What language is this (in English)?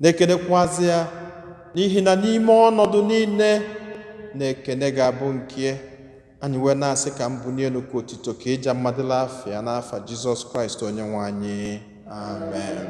Igbo